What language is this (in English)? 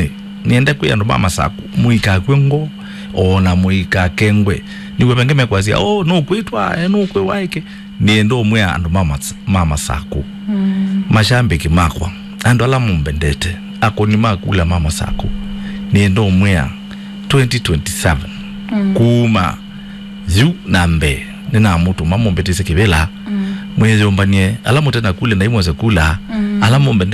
Kamba